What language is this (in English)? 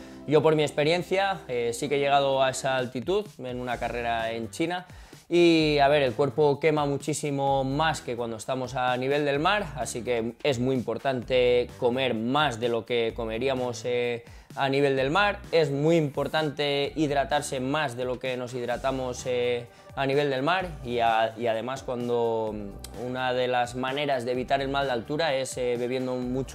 Spanish